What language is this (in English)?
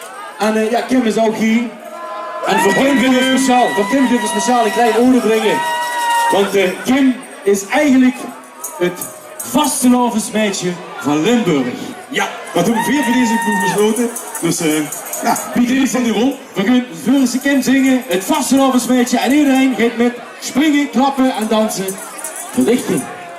Limburgish